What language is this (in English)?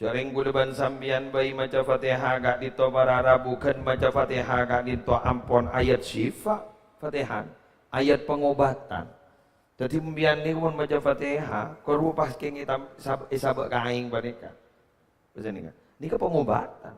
Madurese